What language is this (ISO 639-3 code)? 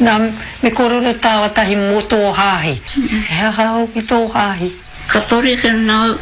mri